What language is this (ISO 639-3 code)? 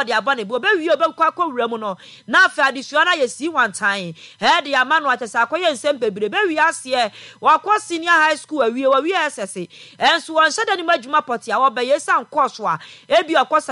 aka